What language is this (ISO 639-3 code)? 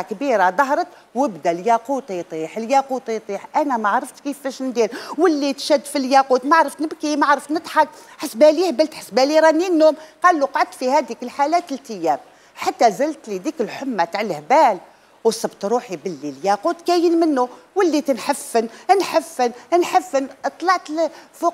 arq